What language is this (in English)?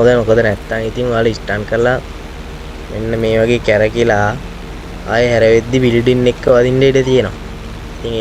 Sinhala